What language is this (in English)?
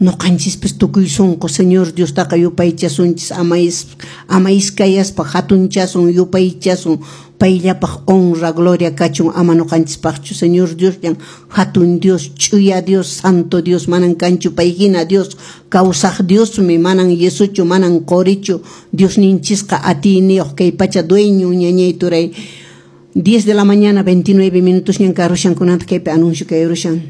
Quechua